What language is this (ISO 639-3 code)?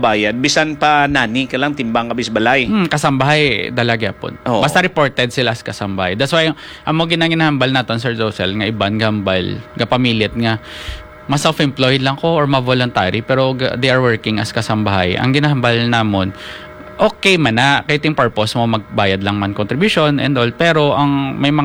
hil